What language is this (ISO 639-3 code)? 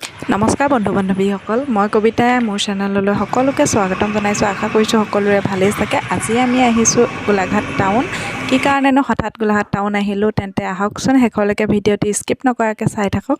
asm